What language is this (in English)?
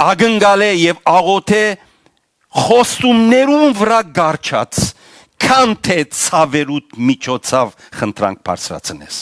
Western Armenian